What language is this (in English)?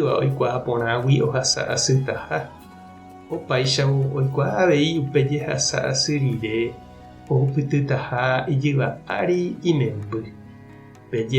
Guarani